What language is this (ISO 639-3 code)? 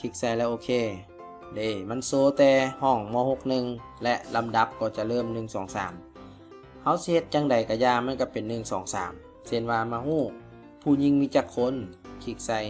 lao